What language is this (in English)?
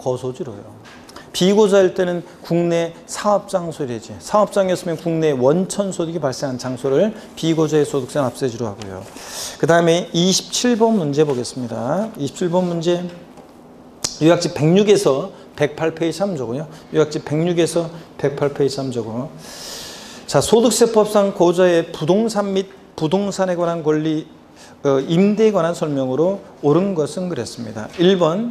Korean